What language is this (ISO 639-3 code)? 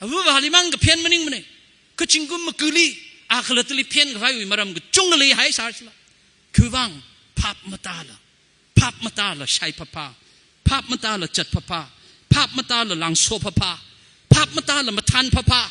nmf